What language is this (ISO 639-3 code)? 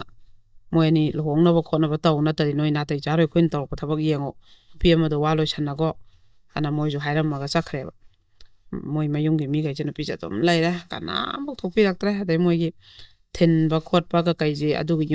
mni